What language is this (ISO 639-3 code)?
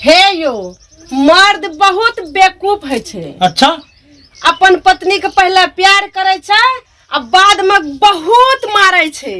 mai